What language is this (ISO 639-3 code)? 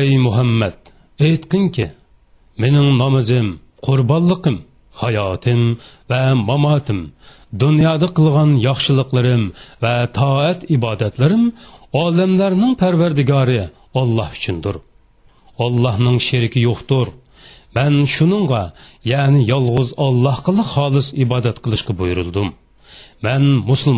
uig